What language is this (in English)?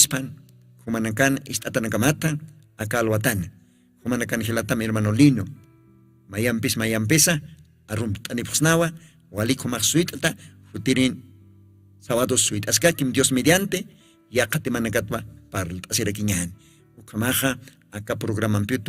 Aymara